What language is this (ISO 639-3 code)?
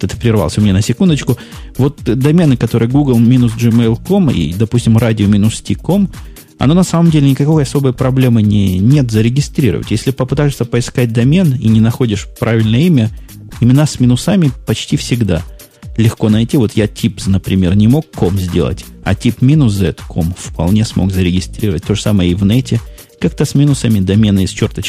rus